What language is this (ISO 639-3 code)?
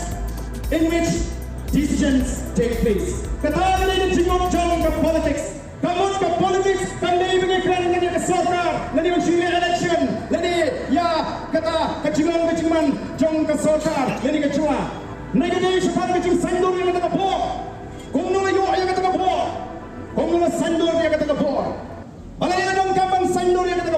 kha